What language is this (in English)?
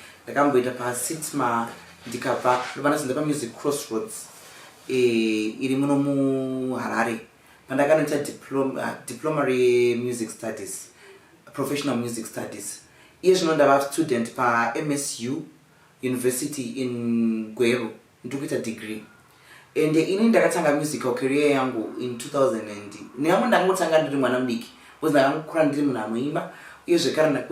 Shona